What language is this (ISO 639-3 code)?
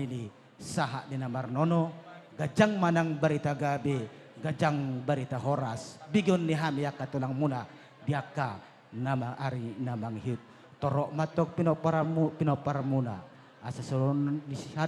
bbc